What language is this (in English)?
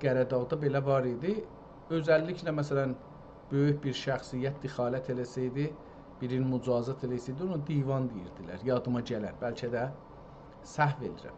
South Azerbaijani